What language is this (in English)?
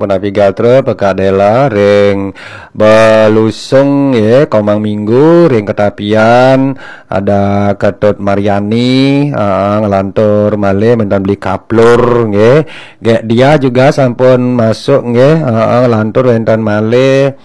Balinese